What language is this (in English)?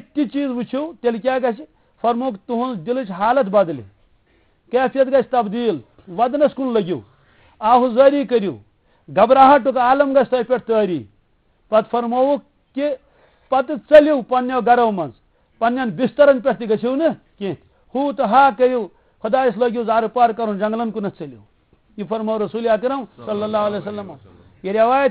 Kashmiri